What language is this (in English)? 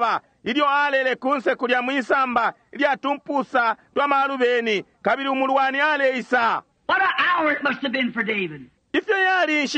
Bemba